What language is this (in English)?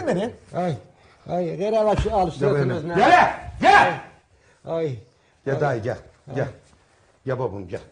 South Azerbaijani